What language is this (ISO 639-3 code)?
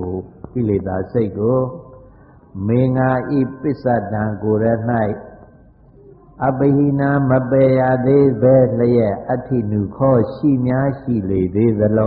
mya